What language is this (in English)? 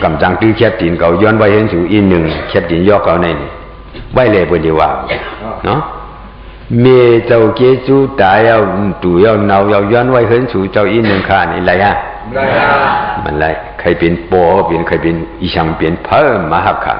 Shan